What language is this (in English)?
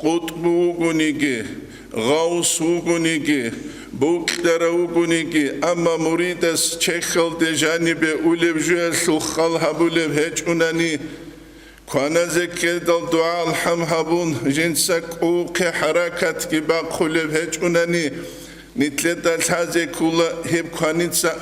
Avaric